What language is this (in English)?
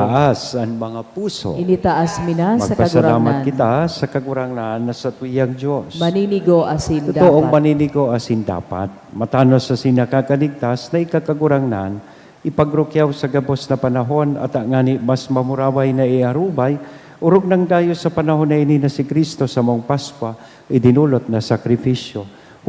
Bikol